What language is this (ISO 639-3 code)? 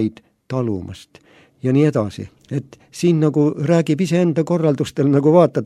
est